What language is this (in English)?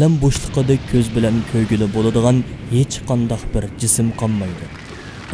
Uyghur